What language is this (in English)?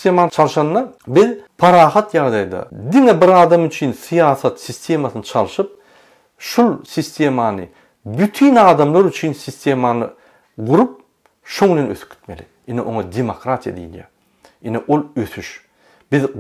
Turkmen